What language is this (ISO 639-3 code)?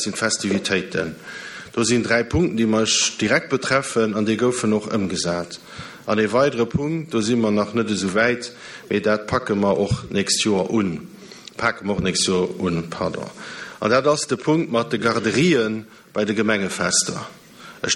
ltz